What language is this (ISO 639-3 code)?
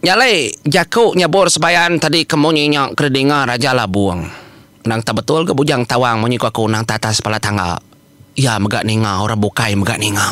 iba